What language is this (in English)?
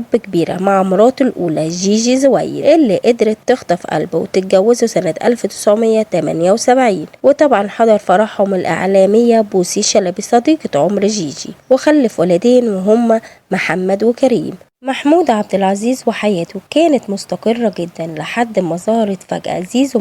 Egyptian Arabic